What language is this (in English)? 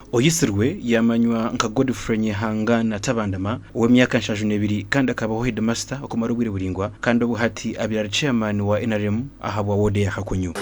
Nyankole